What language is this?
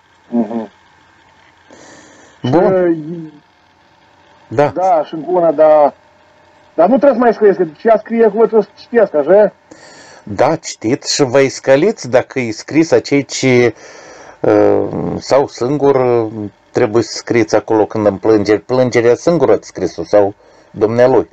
Romanian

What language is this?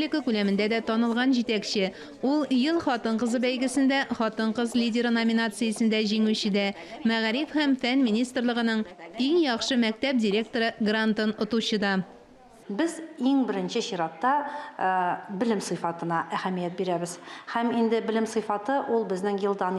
Tatar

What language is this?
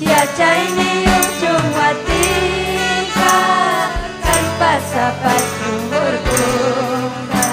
Ayacucho Quechua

